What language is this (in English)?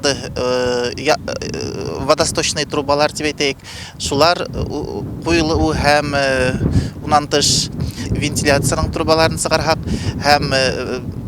Bashkir